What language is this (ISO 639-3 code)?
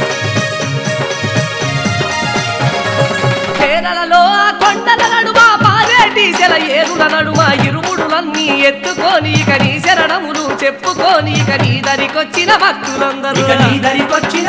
tel